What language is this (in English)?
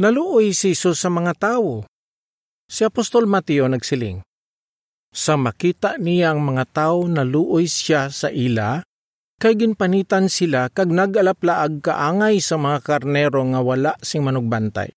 Hiligaynon